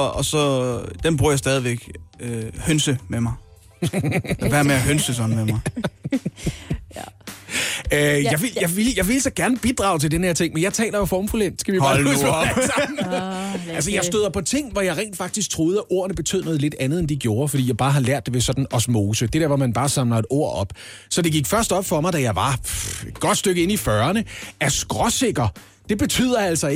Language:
Danish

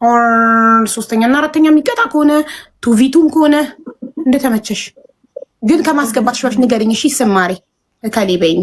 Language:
Amharic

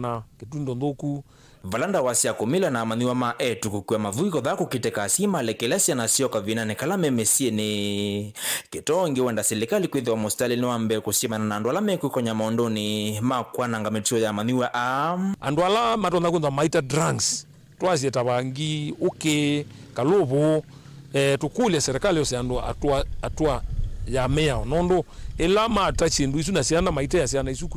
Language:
Kamba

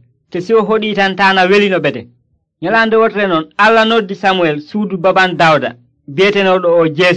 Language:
Nigerian Fulfulde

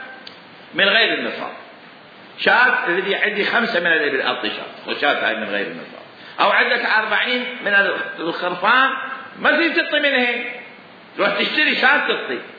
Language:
Mesopotamian Arabic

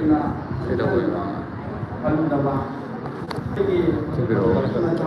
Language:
Manipuri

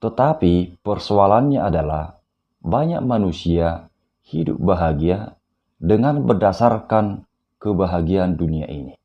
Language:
Batak Toba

